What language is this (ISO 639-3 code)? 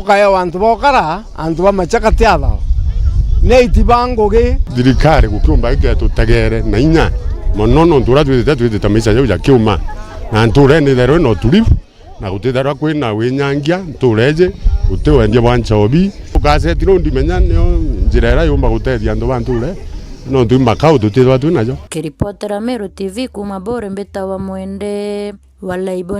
mer